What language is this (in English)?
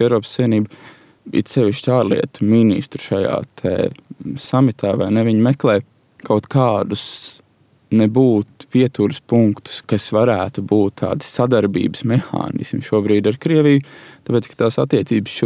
Latvian